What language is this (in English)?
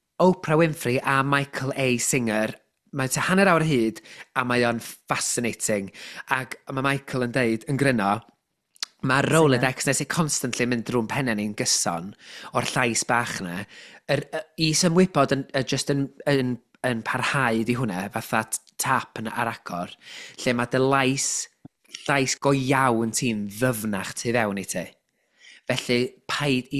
Welsh